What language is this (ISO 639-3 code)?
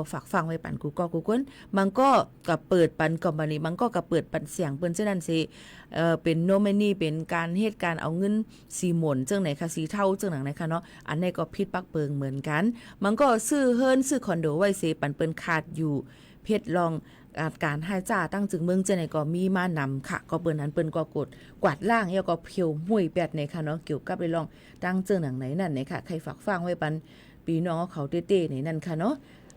shn